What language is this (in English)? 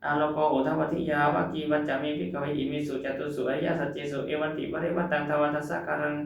Pali